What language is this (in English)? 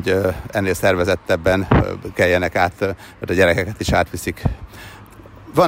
Hungarian